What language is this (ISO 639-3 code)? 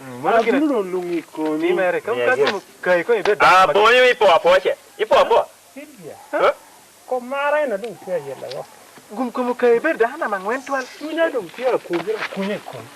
laj